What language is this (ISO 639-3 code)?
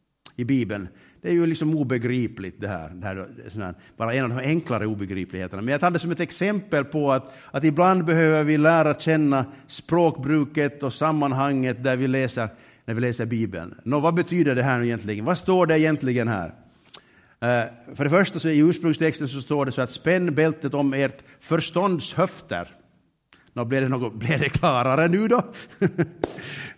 swe